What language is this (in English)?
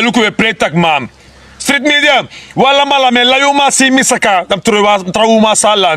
Sranan Tongo